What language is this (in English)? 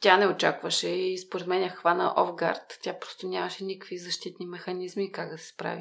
Bulgarian